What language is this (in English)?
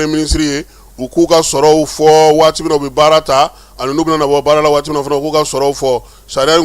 Bambara